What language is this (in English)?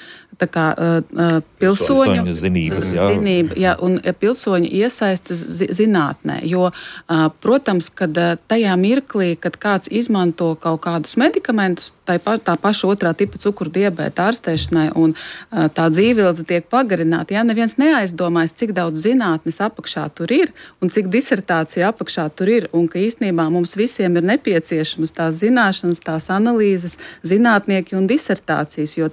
Latvian